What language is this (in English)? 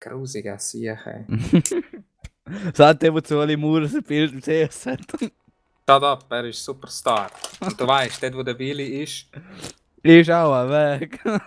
Swiss German